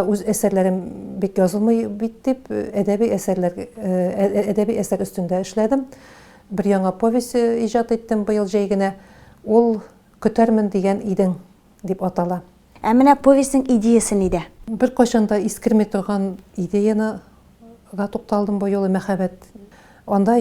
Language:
Tatar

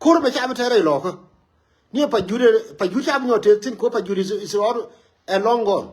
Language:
Nuer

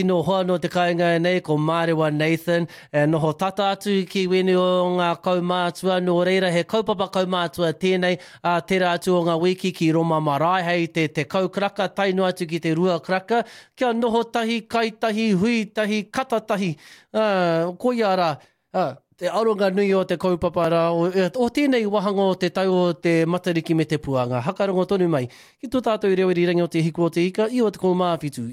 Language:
Māori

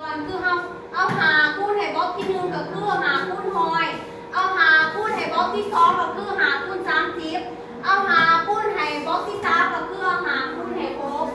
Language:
Lao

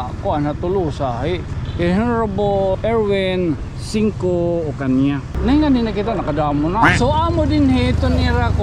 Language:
Waray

